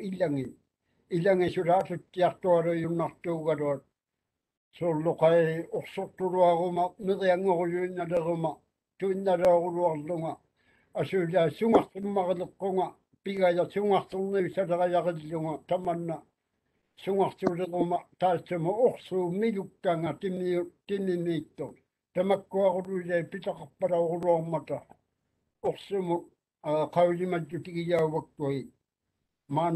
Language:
Māori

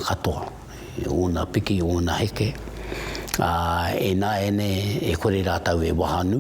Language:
Māori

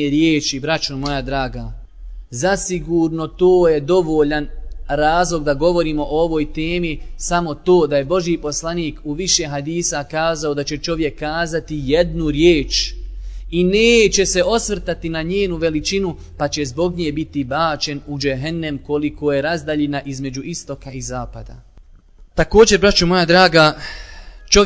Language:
Bosnian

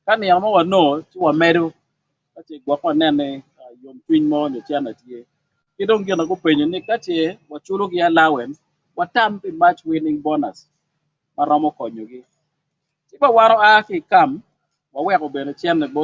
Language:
Acoli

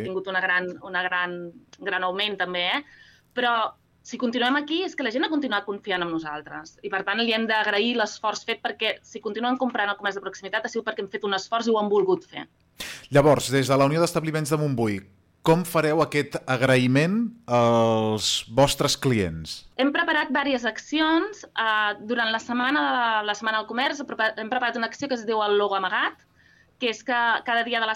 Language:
Catalan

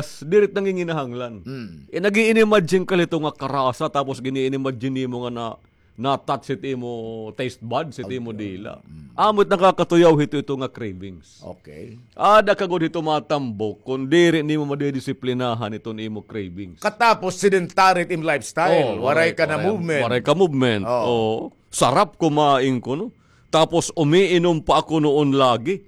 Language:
Waray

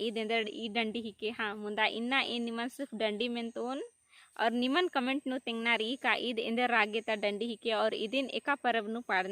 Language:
Kurukh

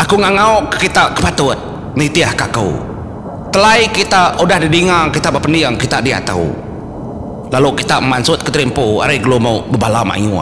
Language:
Iban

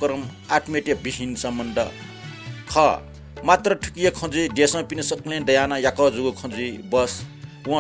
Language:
Newari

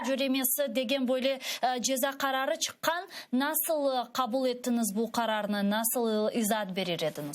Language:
Crimean Tatar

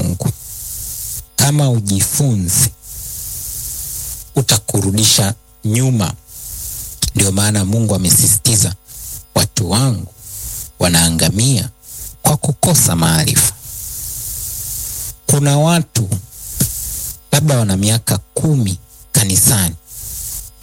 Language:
Swahili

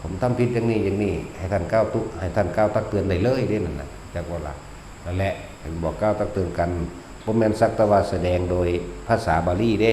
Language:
Northeastern Thai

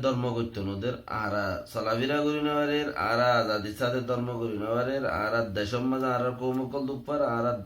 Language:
Rohingya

